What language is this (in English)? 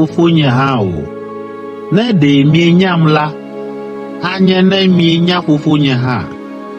Ewe